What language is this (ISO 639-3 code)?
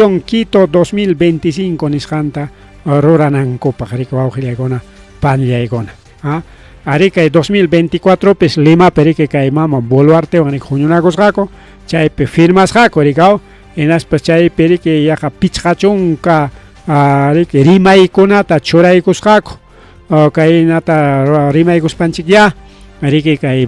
quy